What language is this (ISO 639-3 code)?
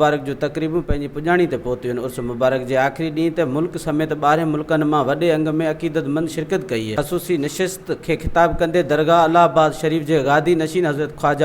snd